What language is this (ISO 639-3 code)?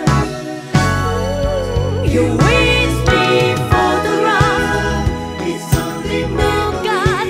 jpn